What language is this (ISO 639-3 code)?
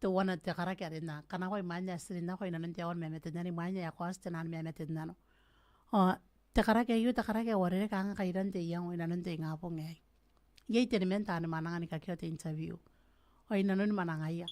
gil